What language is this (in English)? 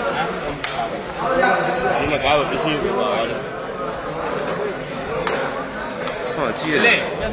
Burmese